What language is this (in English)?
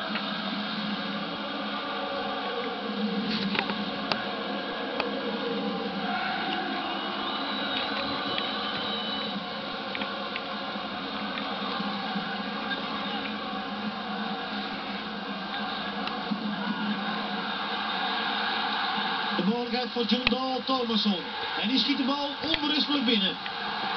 Dutch